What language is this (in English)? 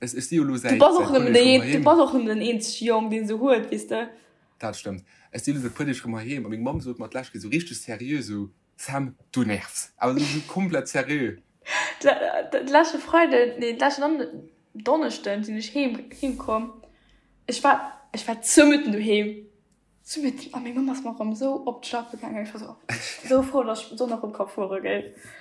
Luxembourgish